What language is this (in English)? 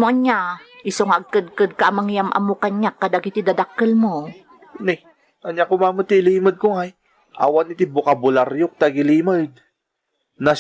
Iloko